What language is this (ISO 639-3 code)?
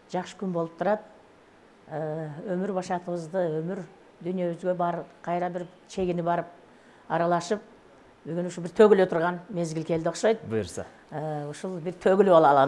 kir